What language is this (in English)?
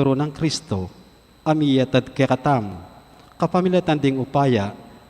Pampanga